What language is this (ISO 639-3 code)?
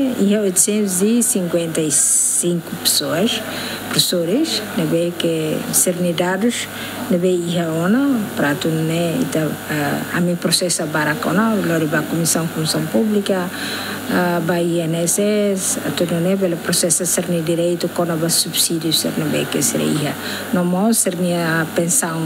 tet